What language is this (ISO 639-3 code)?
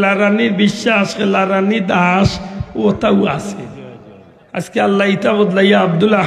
syl